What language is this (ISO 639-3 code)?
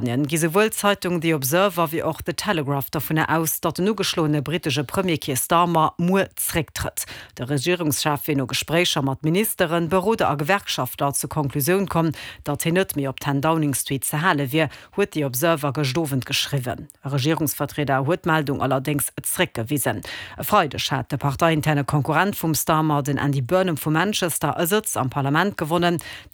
ltz